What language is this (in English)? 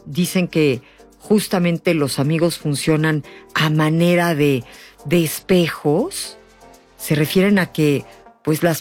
Spanish